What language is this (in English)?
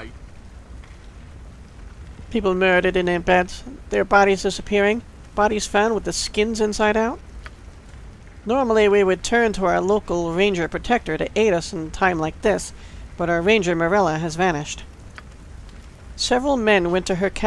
English